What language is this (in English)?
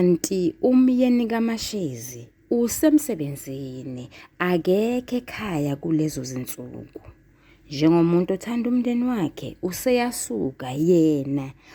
Zulu